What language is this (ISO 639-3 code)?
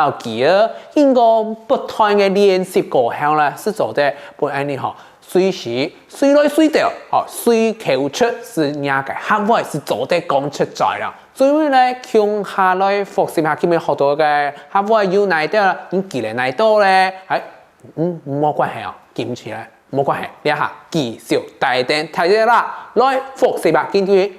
hak